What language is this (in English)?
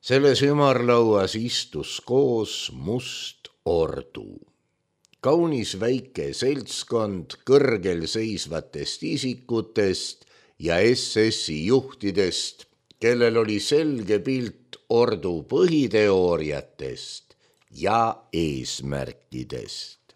Estonian